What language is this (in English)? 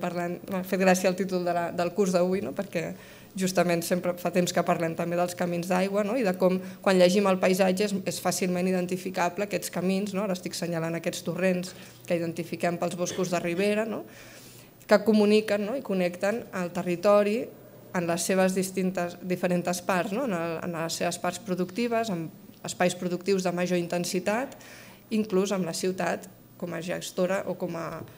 Catalan